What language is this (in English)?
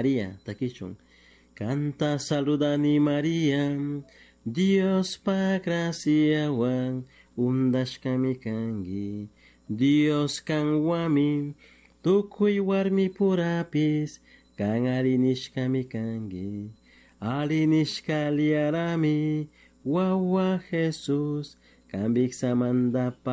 Chimborazo Highland Quichua